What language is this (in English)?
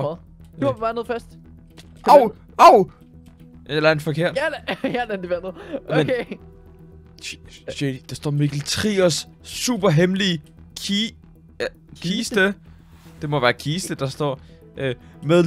Danish